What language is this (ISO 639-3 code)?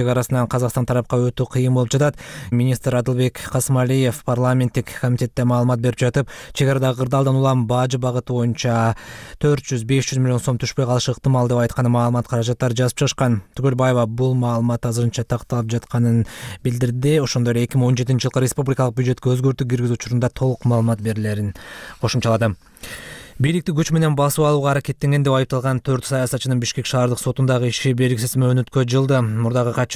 kir